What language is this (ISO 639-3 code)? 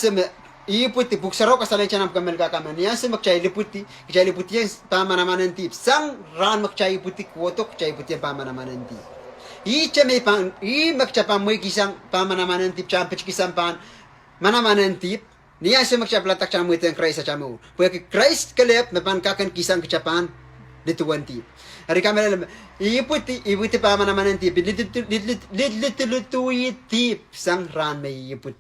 pon